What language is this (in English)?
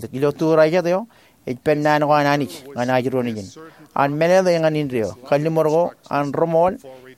Marshallese